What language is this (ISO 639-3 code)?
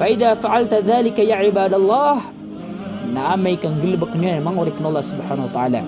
mrw